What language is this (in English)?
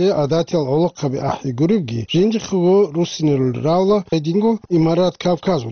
Avaric